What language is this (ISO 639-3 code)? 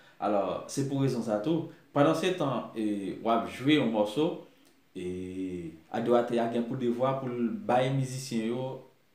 hat